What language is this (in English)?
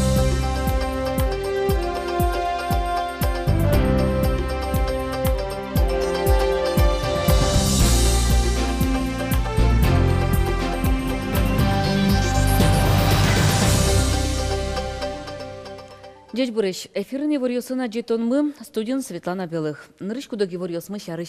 Udmurt